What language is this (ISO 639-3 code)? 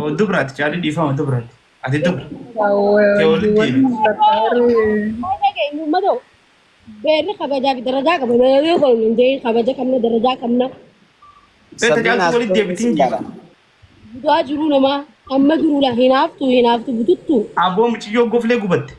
orm